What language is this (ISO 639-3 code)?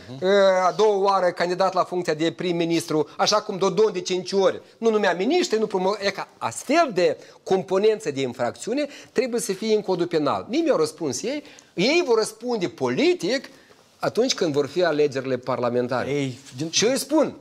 ron